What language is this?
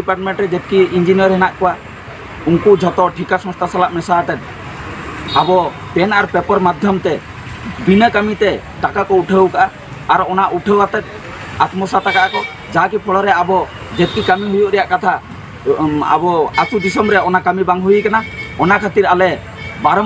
Santali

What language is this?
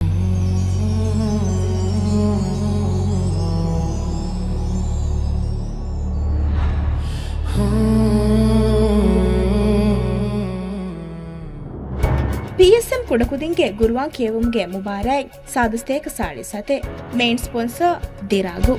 Divehi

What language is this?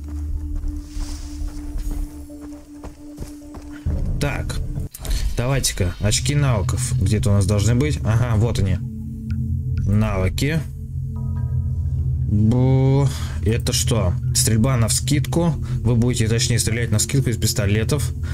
Russian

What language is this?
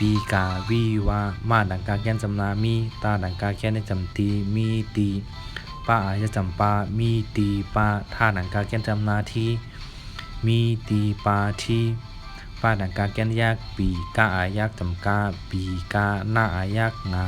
Shan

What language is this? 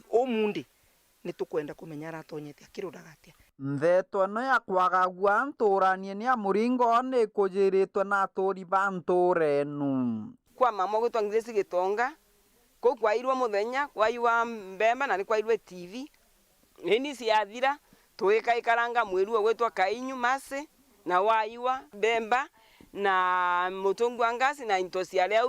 Meru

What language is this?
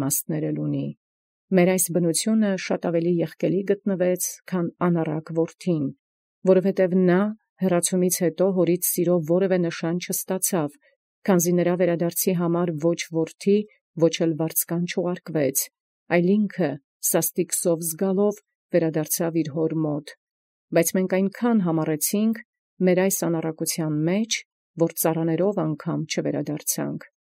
Armenian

